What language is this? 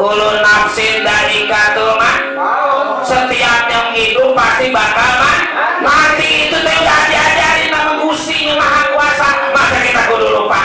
Betawi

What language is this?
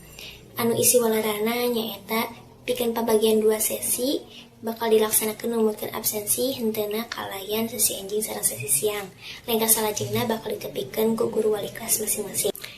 Sundanese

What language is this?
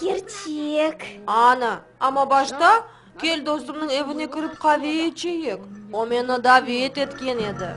Crimean Tatar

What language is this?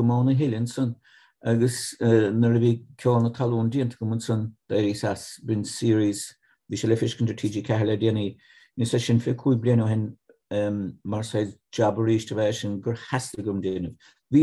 Irish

